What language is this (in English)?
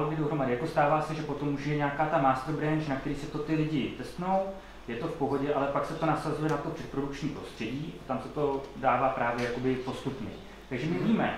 Czech